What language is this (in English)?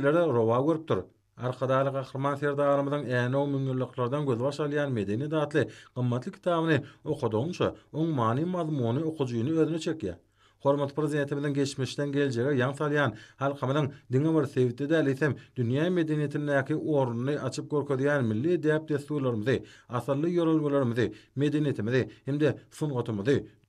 Turkmen